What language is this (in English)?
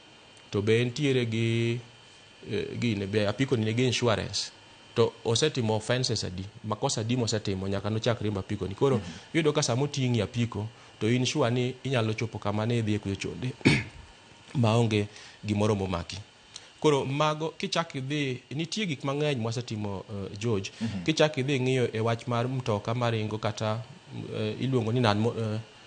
Luo (Kenya and Tanzania)